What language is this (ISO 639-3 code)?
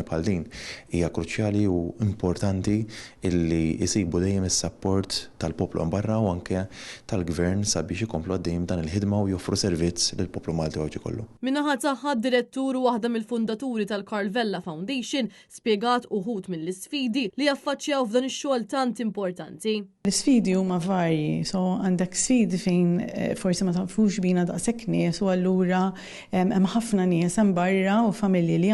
mlt